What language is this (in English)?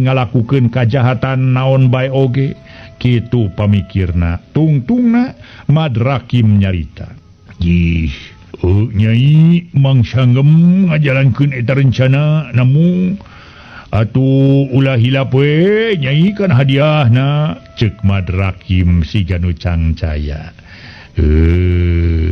Sundanese